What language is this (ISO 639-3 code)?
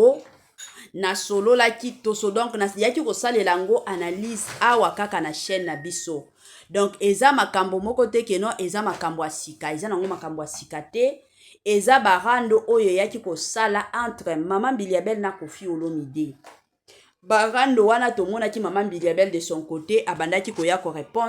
lin